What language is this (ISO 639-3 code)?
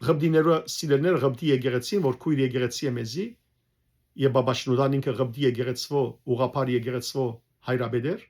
hyw